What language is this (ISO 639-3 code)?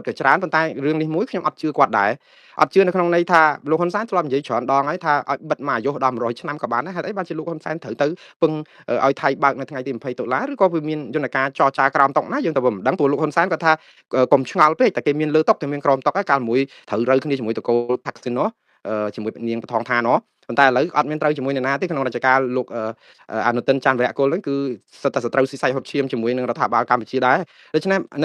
khm